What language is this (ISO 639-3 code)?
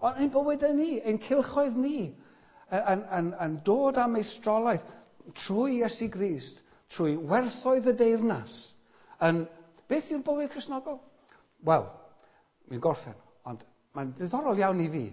cym